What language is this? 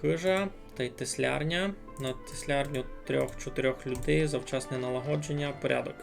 Rusyn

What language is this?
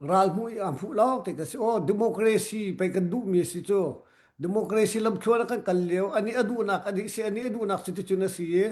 Hakha Chin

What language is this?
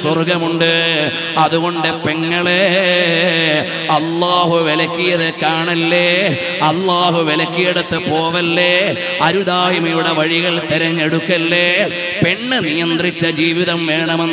Malayalam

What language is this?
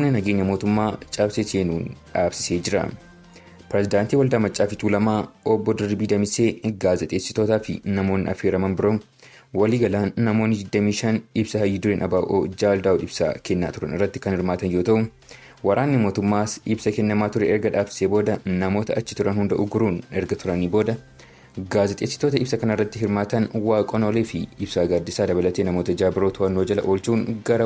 Oromo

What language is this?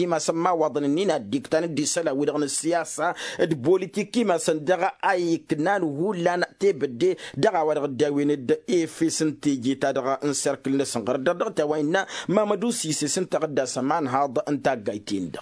Tamasheq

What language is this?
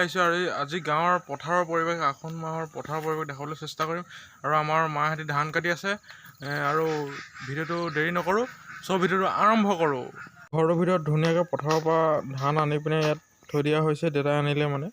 Assamese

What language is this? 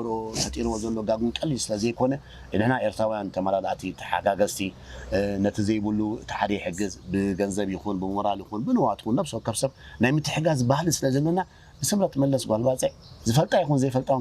Tigrinya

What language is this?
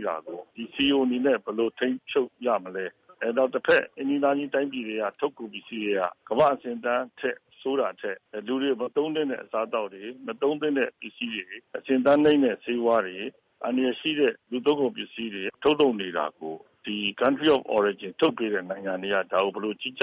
Burmese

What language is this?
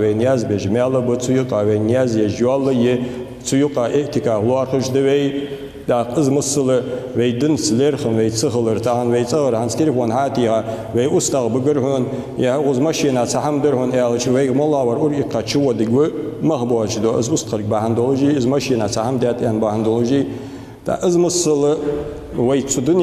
Ingush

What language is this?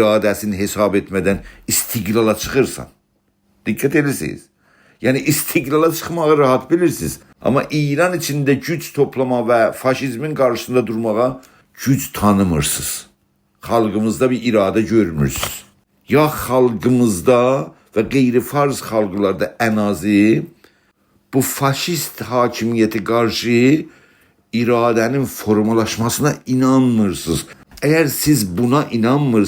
South Azerbaijani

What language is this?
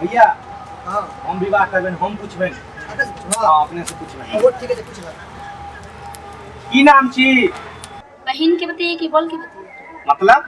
Maithili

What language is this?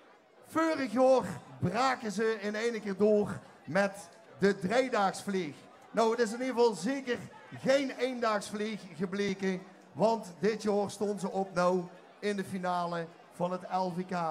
Limburgish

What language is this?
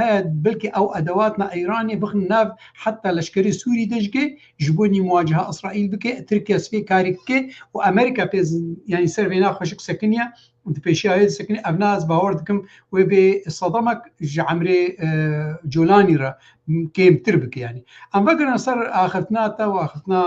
Kurdish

